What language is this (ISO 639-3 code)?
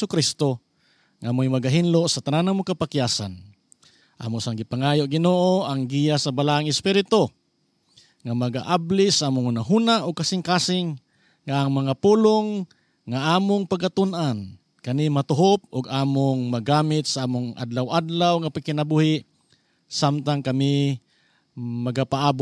ceb